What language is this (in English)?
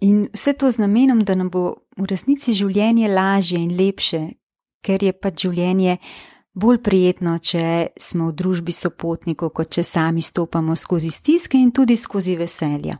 Slovenian